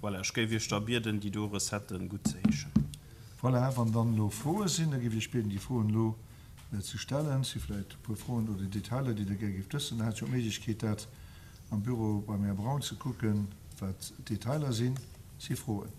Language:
Luxembourgish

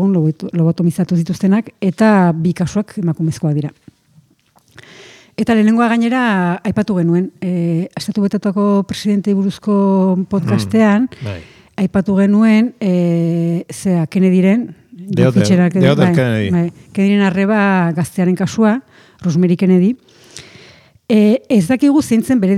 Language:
Basque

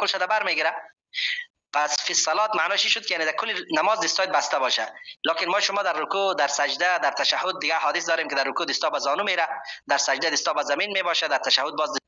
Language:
Persian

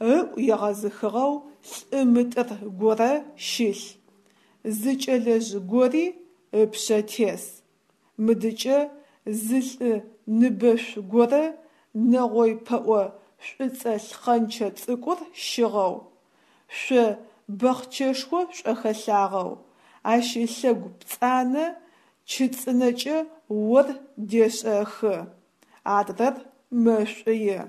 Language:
Adyghe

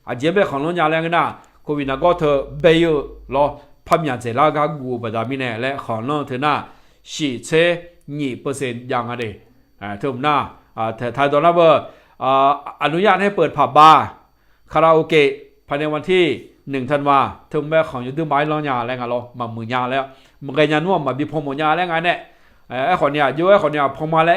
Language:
Akha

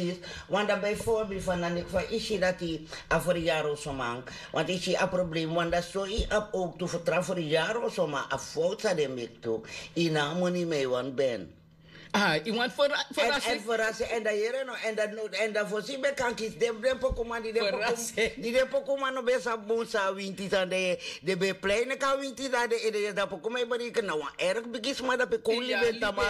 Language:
Sranan Tongo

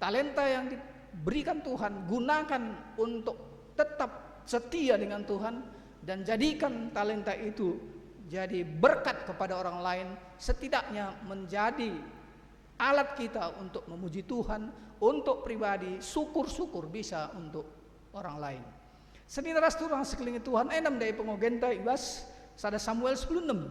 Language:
Batak Karo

